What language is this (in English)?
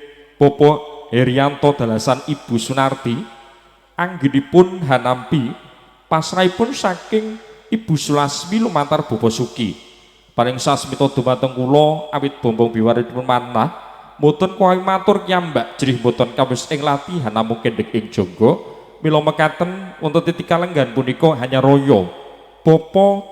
Javanese